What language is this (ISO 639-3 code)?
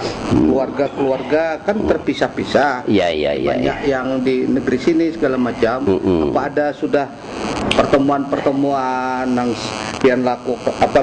bjn